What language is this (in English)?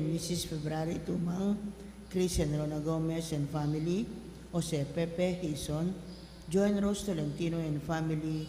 Pampanga